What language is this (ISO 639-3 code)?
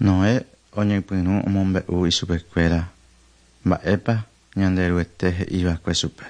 grn